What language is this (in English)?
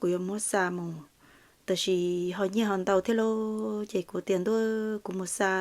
Hmong